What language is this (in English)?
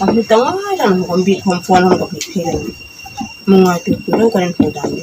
Hmar